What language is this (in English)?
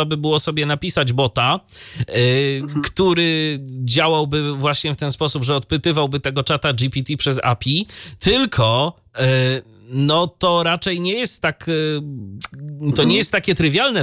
Polish